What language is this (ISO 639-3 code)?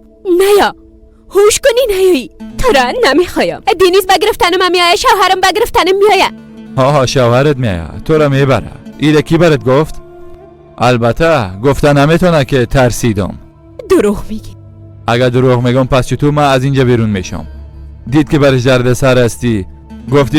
fas